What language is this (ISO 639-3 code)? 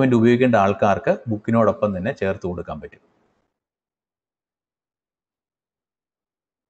mal